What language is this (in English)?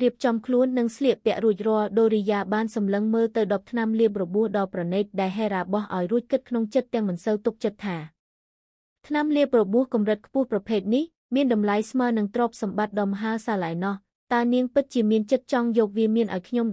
Khmer